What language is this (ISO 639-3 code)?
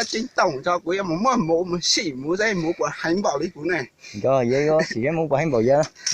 hmn